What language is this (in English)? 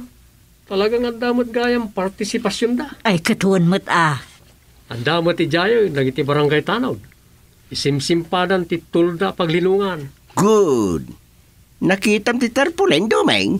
Iloko